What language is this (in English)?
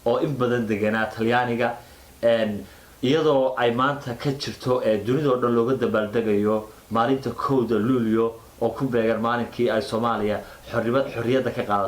Somali